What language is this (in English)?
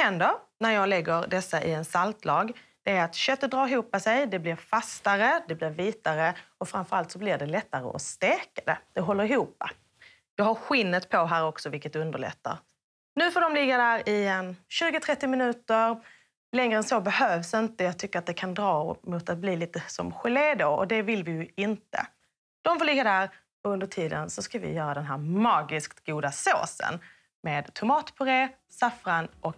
Swedish